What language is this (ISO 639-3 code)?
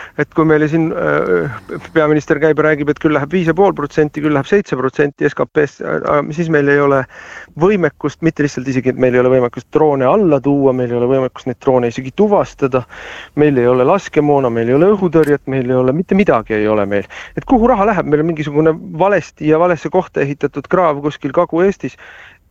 est